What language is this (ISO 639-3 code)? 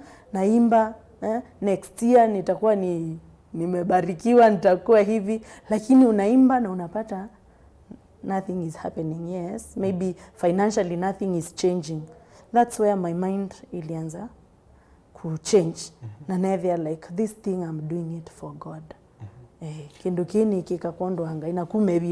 kam